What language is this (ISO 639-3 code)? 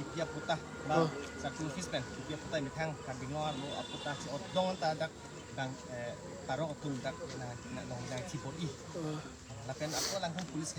mjw